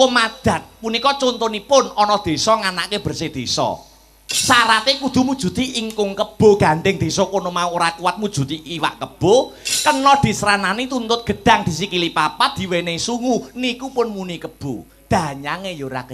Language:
Javanese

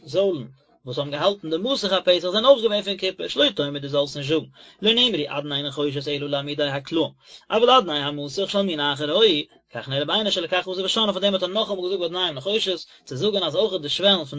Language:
Yiddish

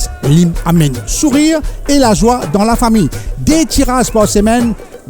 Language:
Morisyen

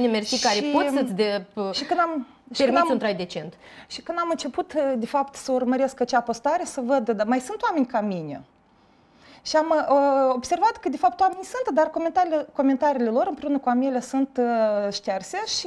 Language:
Romanian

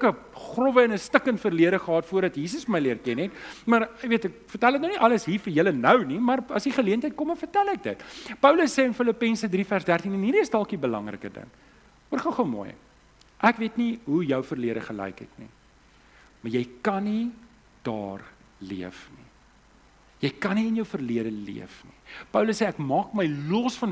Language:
Afrikaans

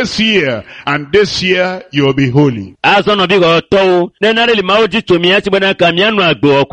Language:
Ewe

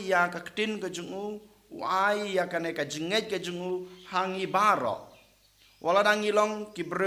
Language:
Khasi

